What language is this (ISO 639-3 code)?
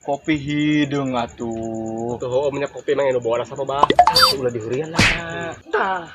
sun